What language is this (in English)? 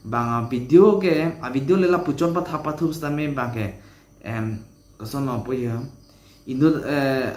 Karbi